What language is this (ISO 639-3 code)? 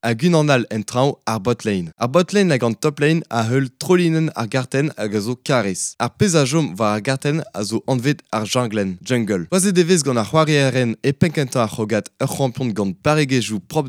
bre